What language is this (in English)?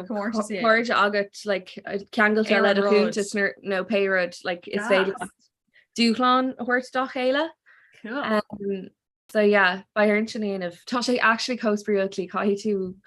Irish